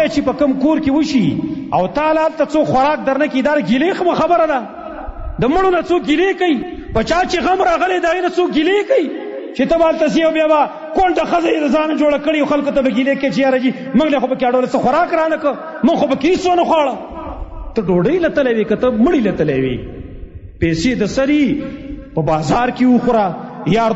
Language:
Pashto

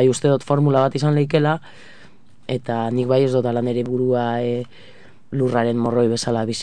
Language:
Basque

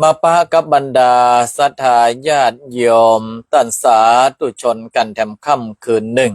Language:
Northern Thai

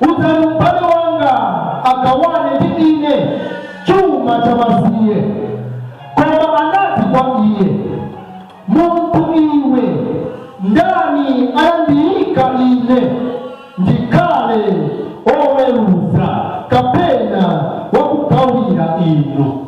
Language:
Nyanja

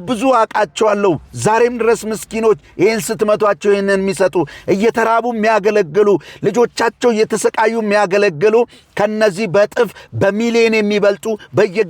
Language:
Amharic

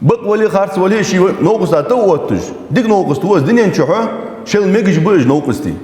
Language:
Ingush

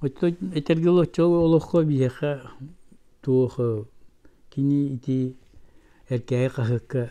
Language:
Yakut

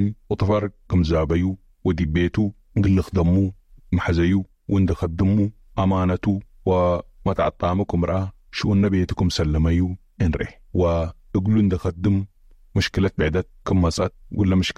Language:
Tigre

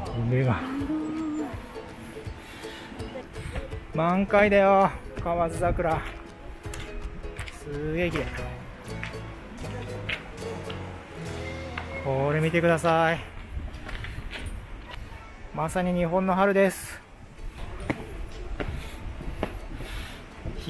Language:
Japanese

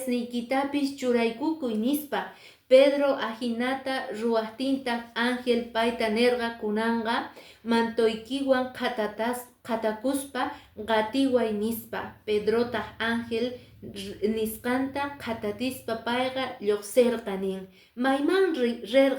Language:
Quechua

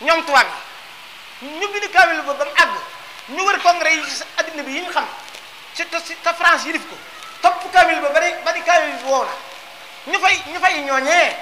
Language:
Wolof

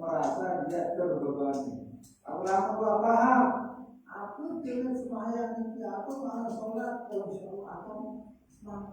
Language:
Sasak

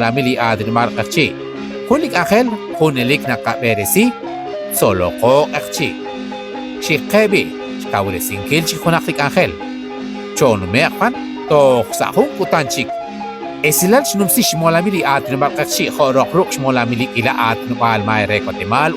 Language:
Kekchí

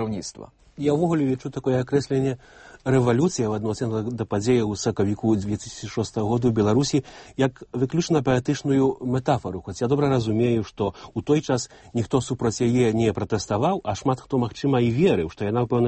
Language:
Belarusian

